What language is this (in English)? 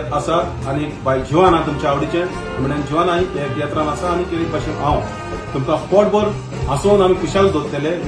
Konkani